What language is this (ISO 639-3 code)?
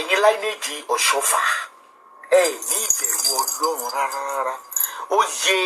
yor